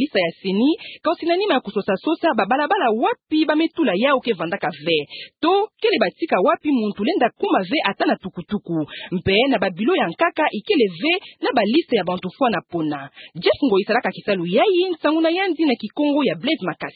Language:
Kituba (Democratic Republic of Congo)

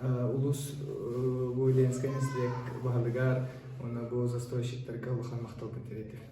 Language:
Yakut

